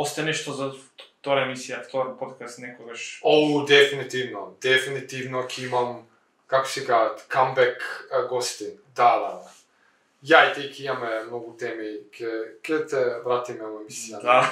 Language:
Macedonian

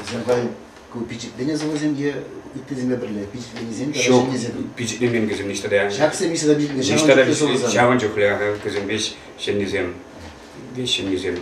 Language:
Chuvash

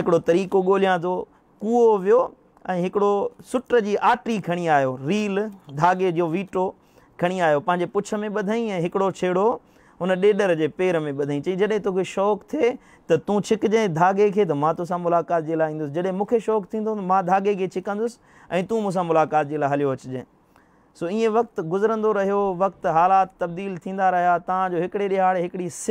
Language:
Sindhi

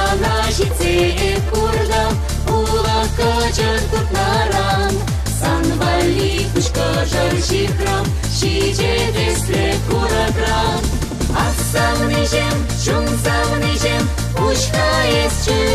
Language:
Chuvash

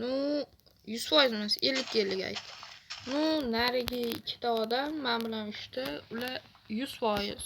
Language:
Uzbek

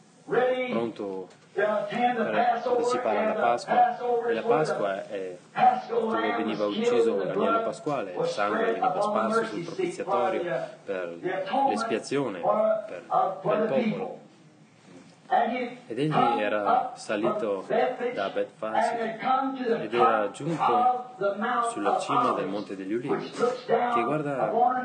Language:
Italian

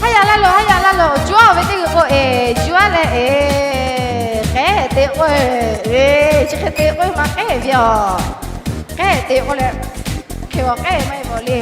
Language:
Lahu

